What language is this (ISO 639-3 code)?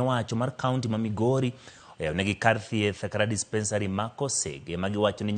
luo